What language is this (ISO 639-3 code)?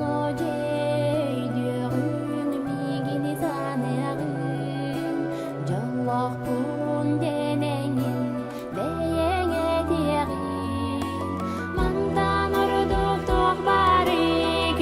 sah